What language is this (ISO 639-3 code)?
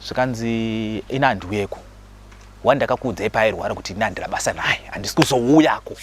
sna